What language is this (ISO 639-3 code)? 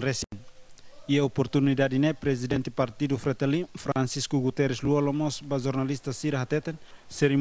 tet